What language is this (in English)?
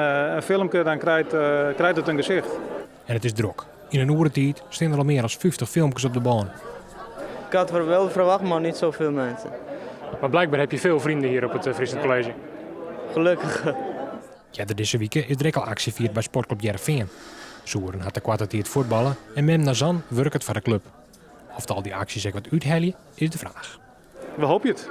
Western Frisian